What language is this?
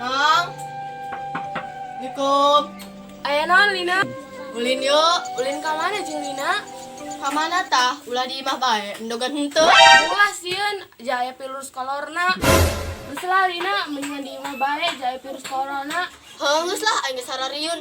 Sundanese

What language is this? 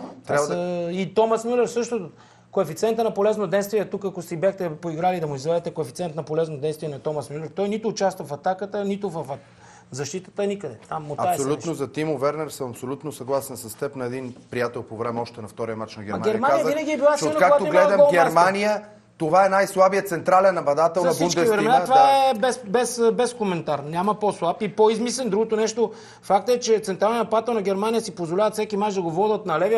Bulgarian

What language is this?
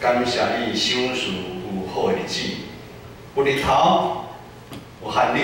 Min Nan Chinese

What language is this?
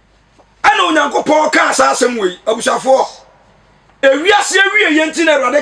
Akan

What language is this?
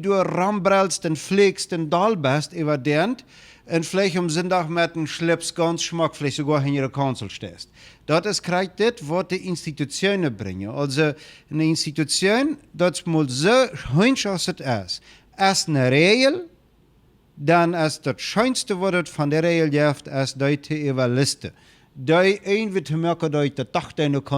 Plautdietsch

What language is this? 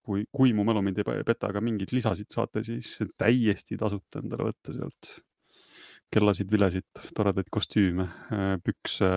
Estonian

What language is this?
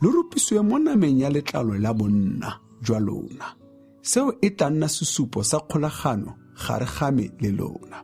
Tswana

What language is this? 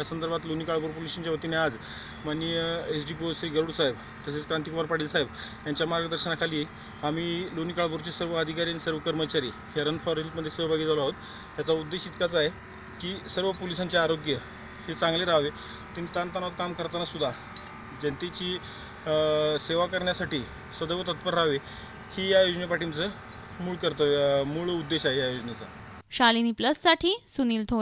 Marathi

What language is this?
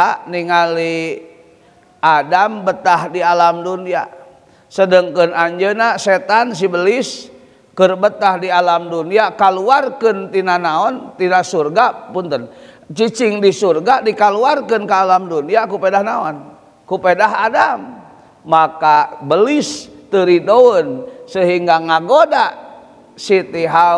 Sundanese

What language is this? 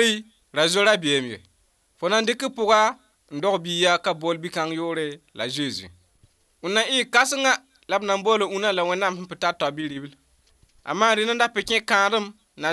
Mossi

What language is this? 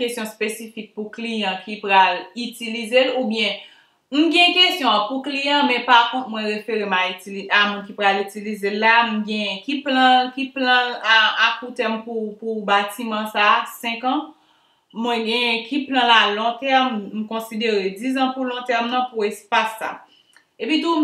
Haitian Creole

